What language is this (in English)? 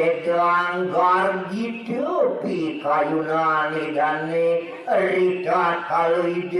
Balinese